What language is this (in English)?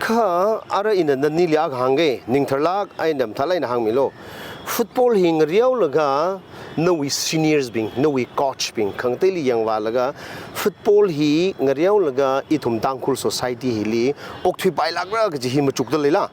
Tangkhul Naga (India)